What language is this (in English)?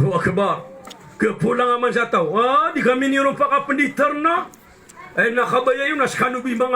Maranao